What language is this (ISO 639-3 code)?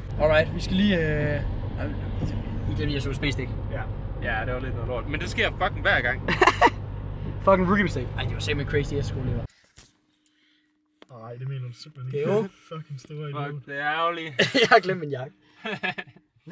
dan